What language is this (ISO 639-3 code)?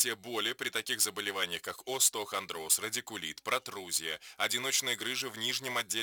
rus